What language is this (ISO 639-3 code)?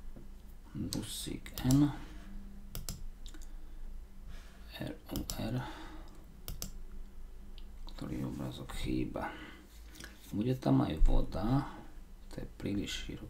slk